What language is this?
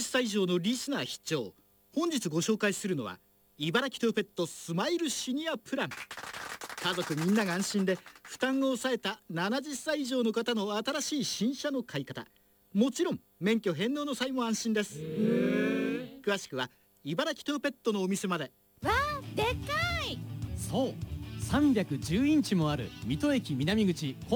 Japanese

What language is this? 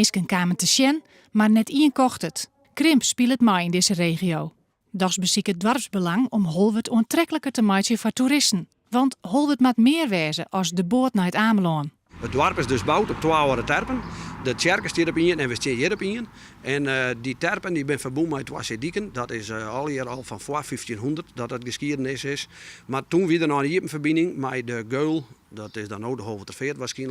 Western Frisian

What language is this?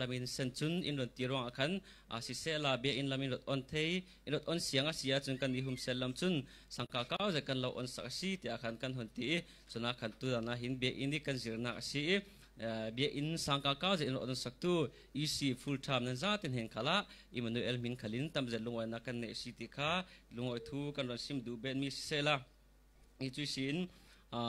Falam Chin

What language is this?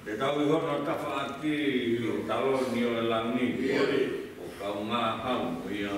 Tongan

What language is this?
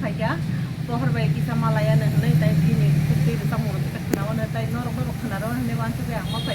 Kok Borok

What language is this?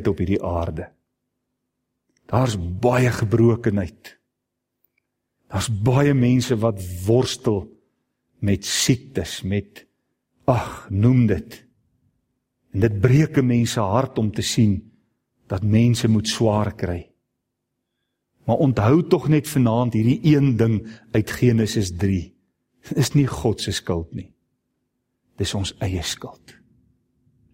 Afrikaans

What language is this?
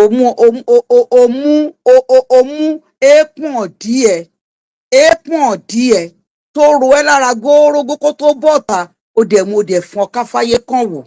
Yoruba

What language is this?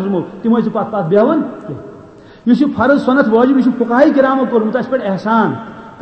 Kashmiri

